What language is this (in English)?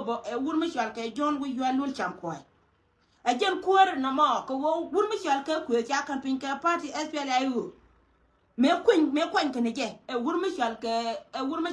Nuer